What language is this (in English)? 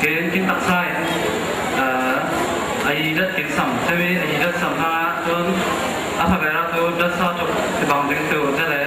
Falam Chin